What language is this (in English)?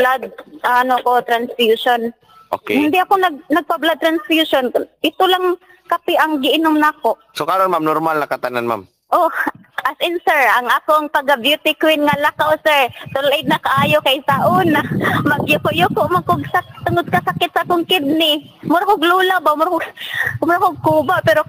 Cebuano